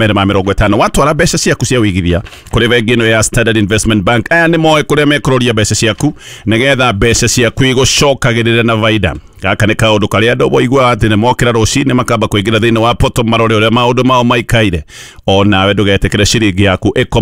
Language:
Kikuyu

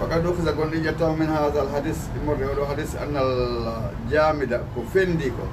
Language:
Fula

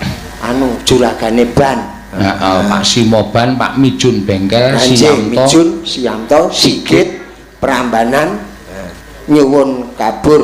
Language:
Javanese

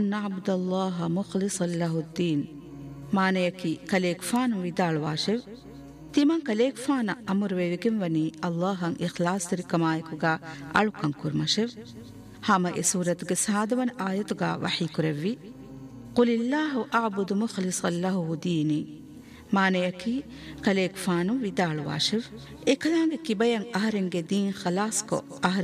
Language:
Divehi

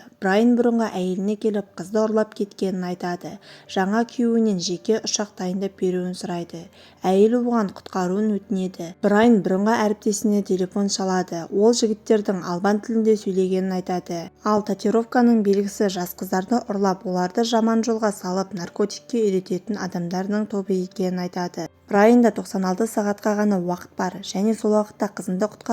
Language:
Kazakh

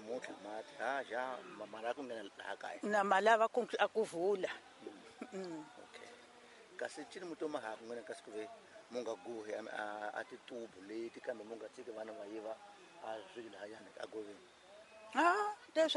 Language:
Tsonga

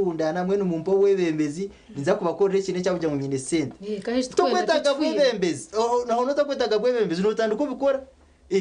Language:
Nyankole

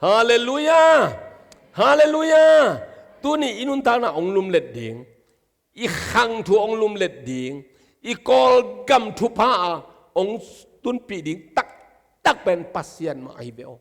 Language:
Tedim Chin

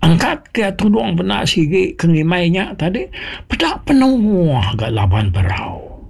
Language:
Iban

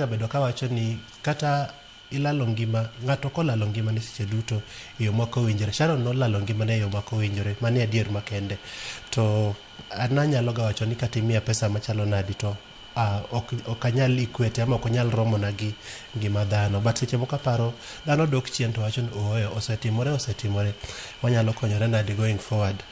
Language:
Luo (Kenya and Tanzania)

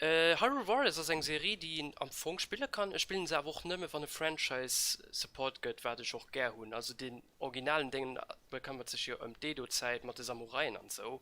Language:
Luxembourgish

